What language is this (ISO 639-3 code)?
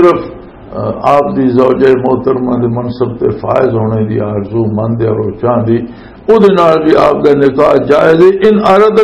lah